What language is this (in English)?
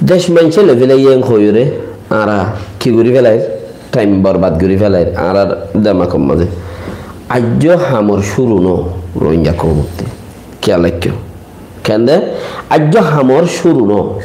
Rohingya